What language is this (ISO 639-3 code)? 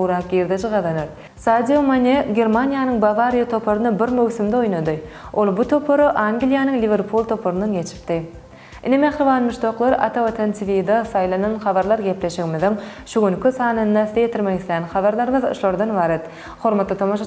tuk